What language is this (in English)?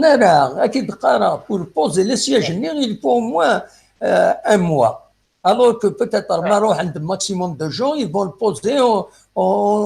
Kabyle